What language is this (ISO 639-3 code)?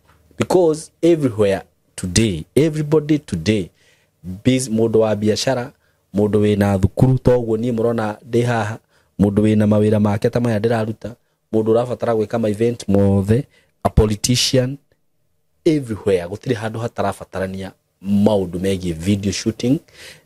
kik